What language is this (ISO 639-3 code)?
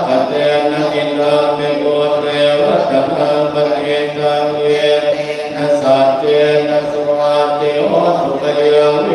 pli